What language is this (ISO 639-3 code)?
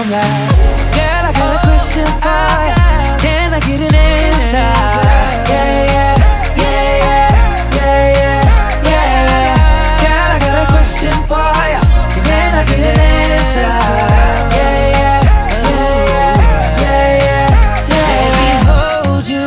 eng